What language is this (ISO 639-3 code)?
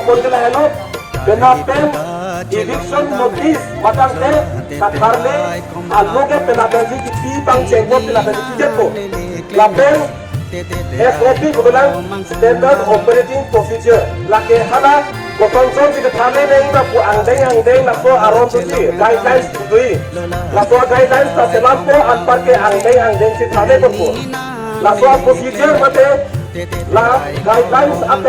mjw